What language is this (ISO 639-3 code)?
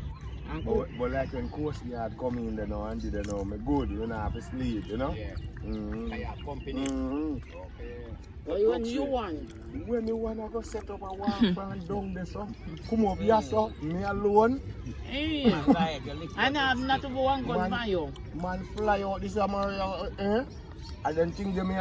jam